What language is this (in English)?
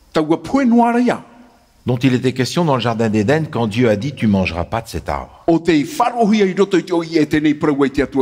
Tahitian